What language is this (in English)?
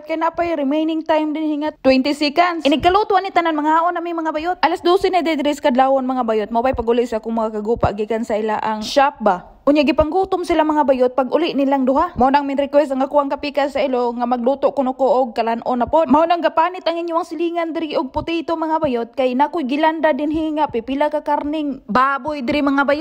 Cebuano